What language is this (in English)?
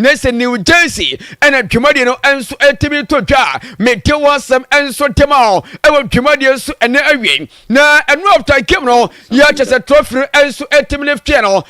Akan